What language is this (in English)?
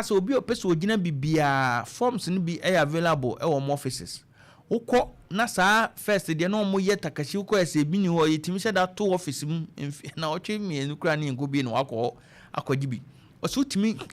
Akan